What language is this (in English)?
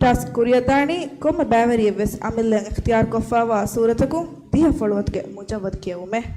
Divehi